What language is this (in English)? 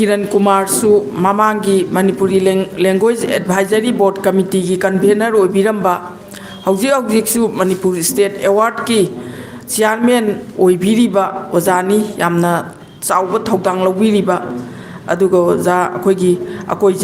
Manipuri